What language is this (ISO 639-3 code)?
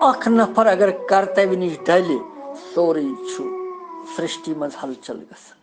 kas